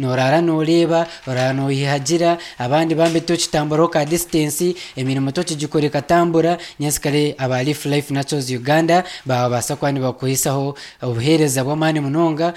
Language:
Nyankole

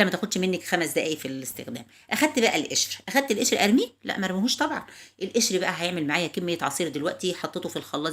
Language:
Egyptian Arabic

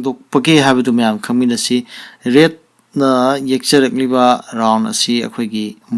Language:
Manipuri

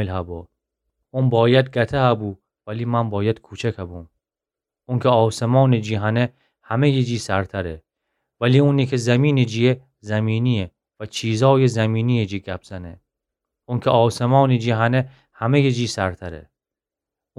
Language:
Gilaki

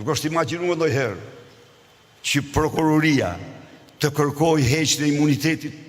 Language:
Albanian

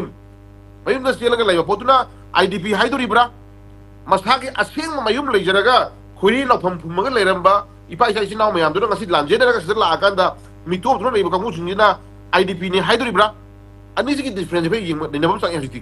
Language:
Manipuri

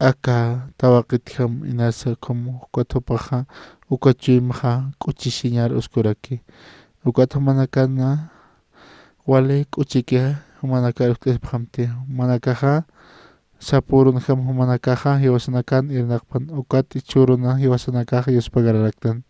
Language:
Aymara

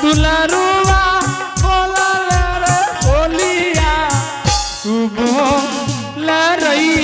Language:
Angika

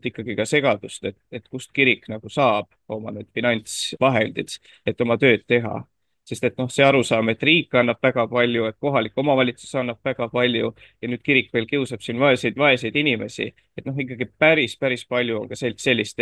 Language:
Estonian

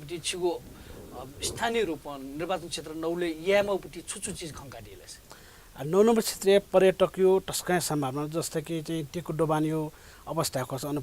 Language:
Newari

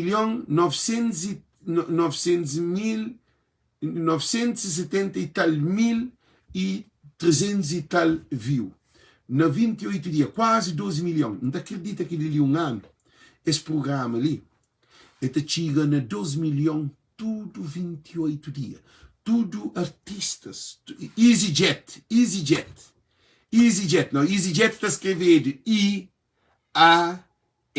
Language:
Kabuverdianu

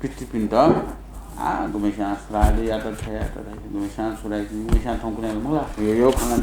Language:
Newari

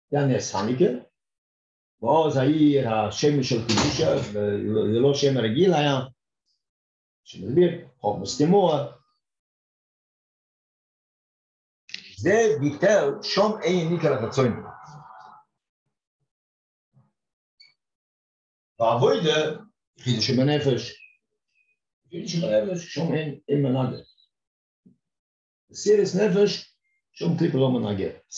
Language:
Hebrew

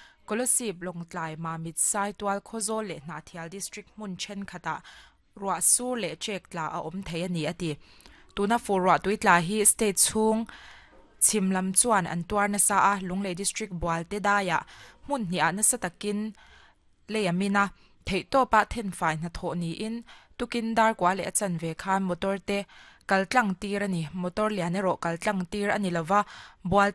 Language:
Mizo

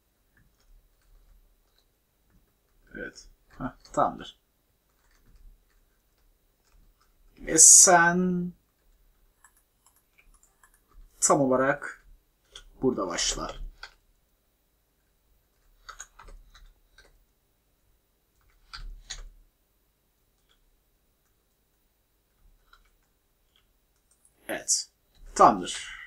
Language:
Turkish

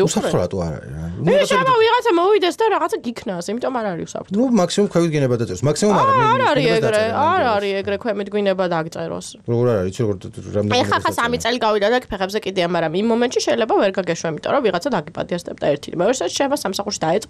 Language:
Georgian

